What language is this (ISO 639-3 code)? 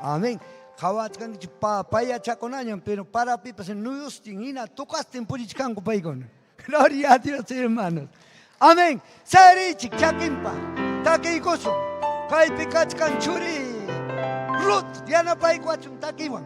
quy